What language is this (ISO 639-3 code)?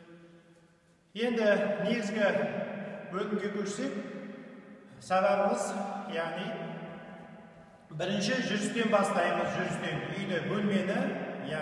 kaz